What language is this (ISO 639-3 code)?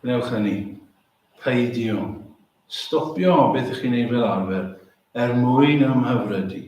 cym